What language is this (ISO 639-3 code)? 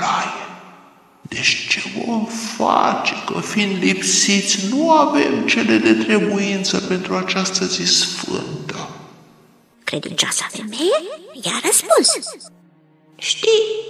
ron